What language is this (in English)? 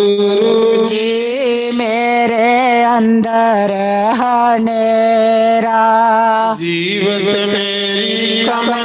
Dogri